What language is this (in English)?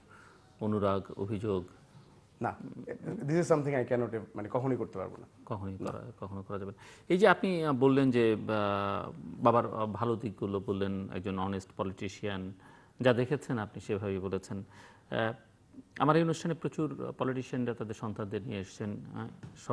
Bangla